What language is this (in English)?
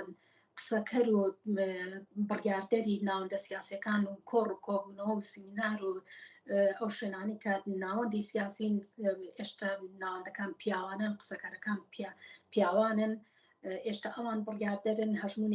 Central Kurdish